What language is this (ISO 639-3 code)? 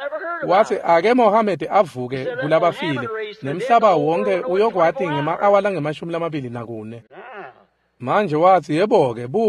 ssw